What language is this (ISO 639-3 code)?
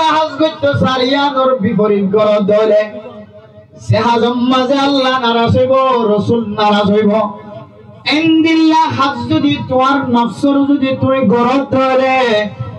rhg